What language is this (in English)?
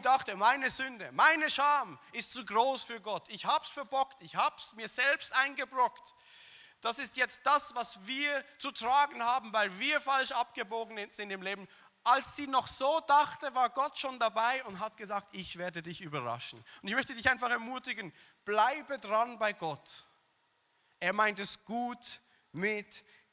Swiss German